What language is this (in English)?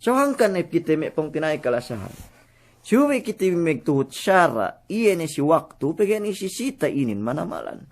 Yakan